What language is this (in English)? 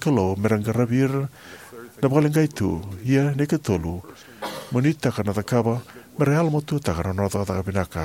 Fijian